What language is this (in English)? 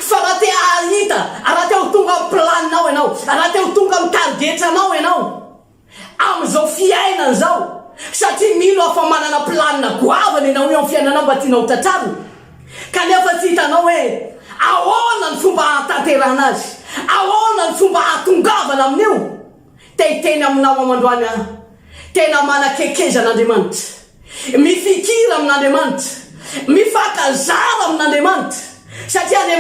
Malagasy